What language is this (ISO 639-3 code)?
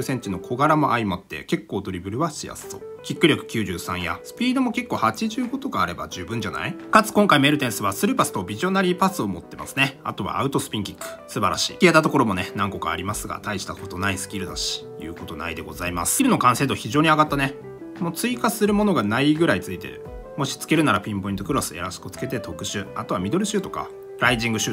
jpn